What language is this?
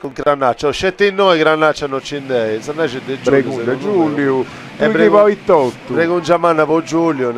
Sardinian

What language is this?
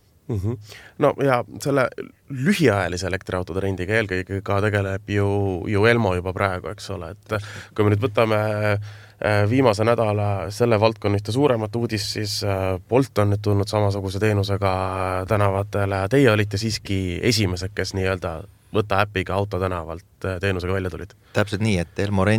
Estonian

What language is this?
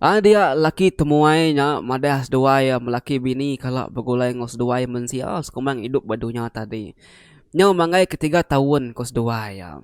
Iban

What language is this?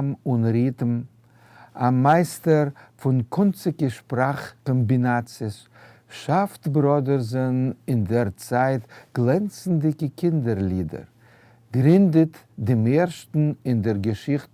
Yiddish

